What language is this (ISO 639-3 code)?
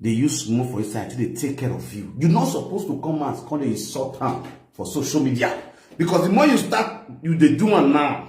pcm